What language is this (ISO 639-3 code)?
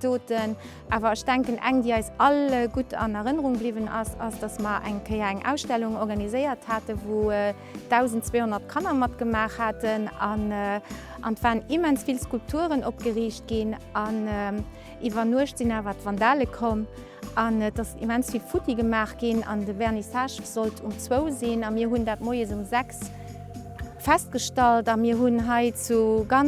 ltz